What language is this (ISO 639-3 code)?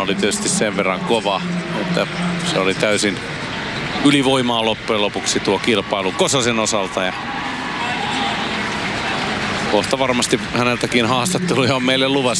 fin